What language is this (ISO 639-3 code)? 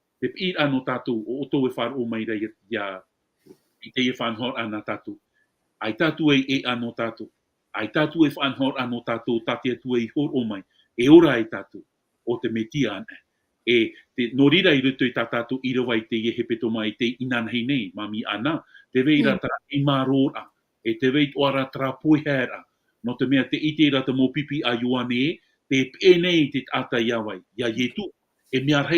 tah